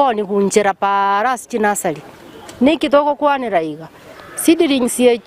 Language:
Gusii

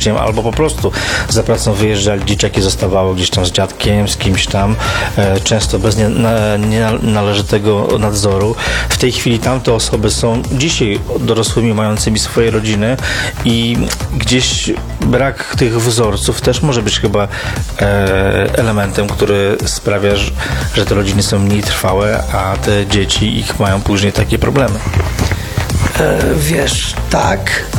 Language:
Polish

